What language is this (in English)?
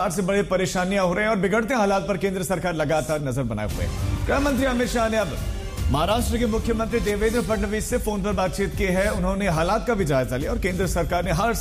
Hindi